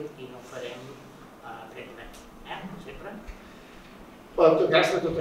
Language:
Catalan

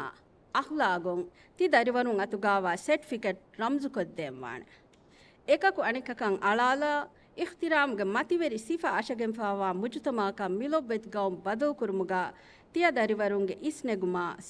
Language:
Divehi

